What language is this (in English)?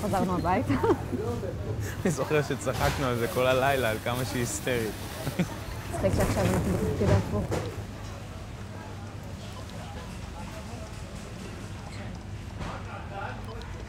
Hebrew